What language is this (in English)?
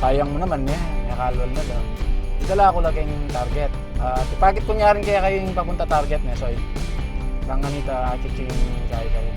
Pampanga